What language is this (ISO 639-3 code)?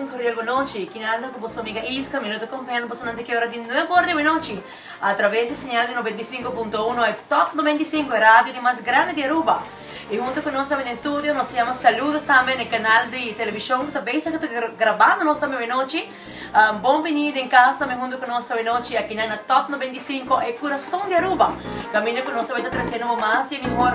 pap